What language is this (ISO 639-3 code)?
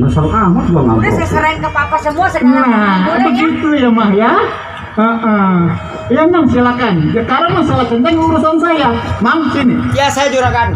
bew